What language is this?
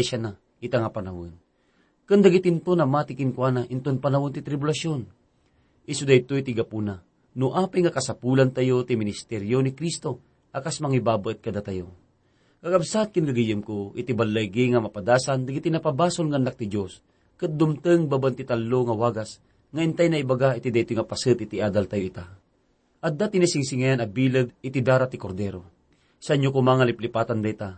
Iloko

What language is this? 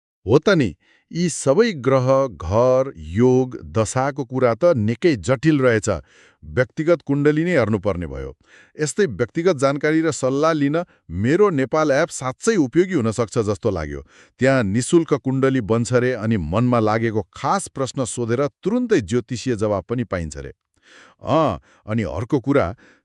Nepali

